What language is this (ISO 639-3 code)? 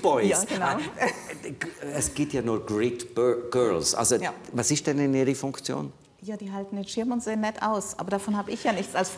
gsw